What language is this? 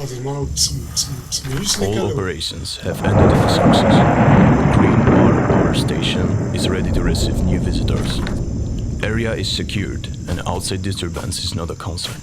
Swiss German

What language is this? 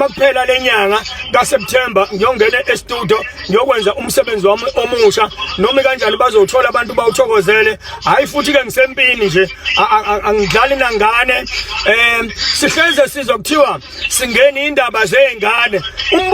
Zulu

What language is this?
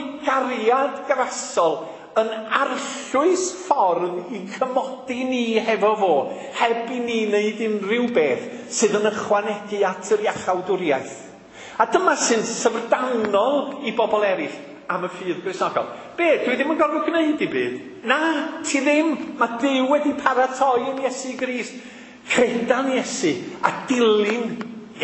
Welsh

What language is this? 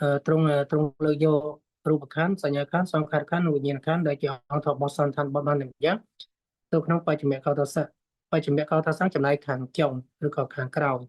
Khmer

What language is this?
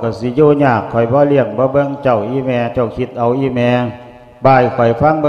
Lao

